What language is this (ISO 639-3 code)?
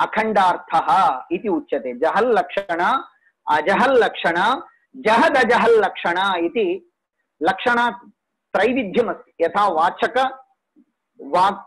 san